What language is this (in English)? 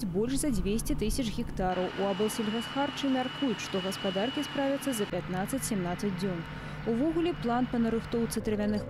Belarusian